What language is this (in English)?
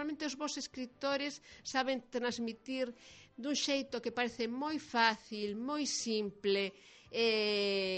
Galician